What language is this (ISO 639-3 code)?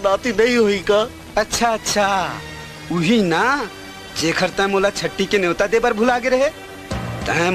hne